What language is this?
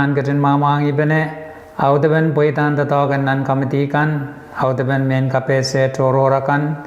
Pohnpeian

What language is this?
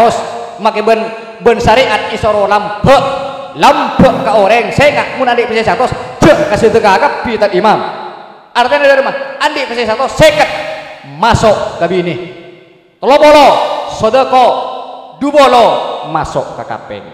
Madurese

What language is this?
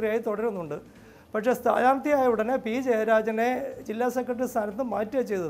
Malayalam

